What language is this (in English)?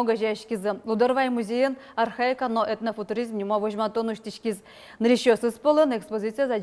Udmurt